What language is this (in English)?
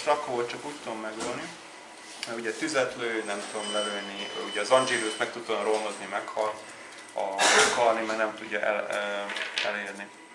Hungarian